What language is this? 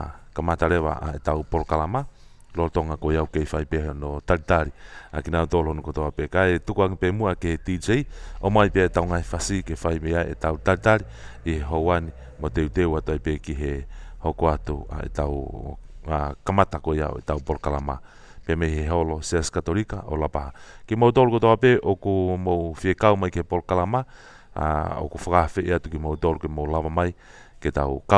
Tongan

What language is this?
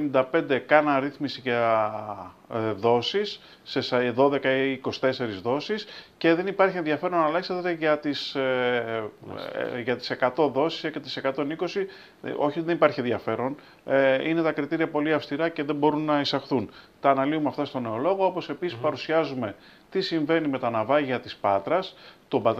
Greek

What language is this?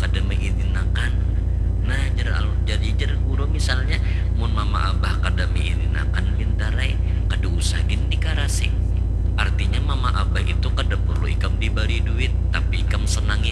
Banjar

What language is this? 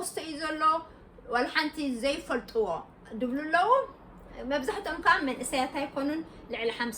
Tigrinya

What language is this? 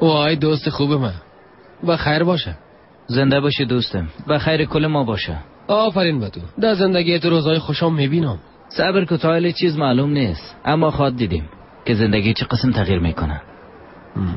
Persian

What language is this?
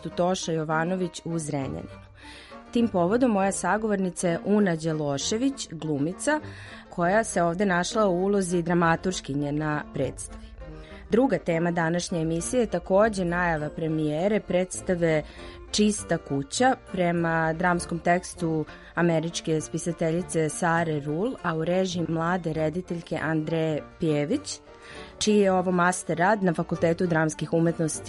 Serbian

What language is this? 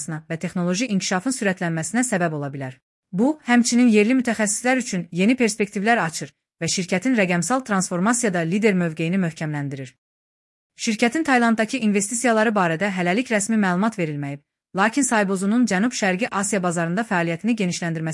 Azerbaijani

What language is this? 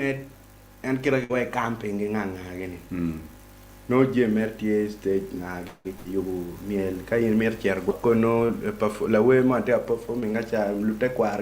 Acoli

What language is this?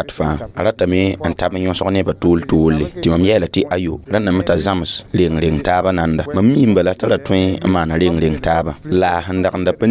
Mossi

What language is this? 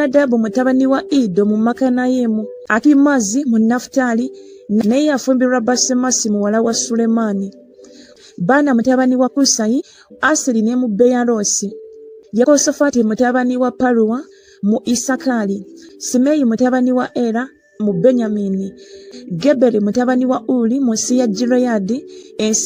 Ganda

